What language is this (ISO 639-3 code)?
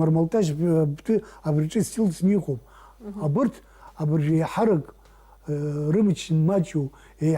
abk